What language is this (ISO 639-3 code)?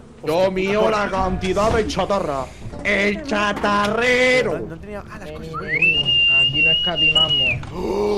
spa